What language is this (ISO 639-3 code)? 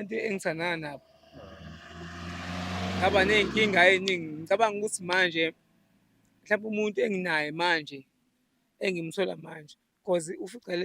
zul